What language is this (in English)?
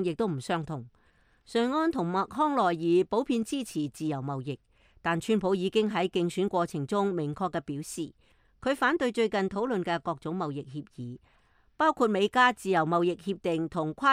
Cantonese